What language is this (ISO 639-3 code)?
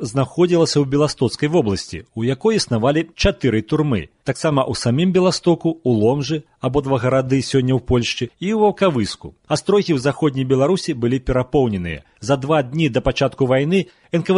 bel